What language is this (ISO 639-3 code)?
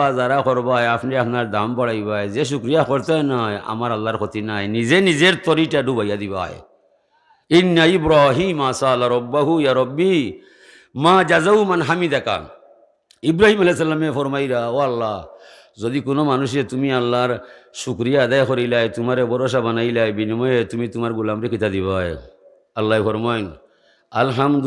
syl